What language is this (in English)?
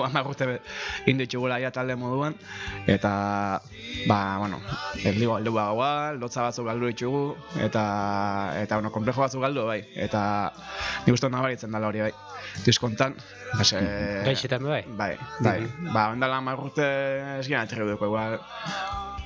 Basque